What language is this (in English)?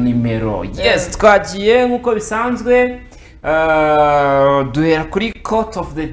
Kinyarwanda